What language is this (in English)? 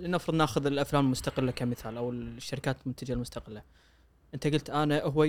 Gulf Arabic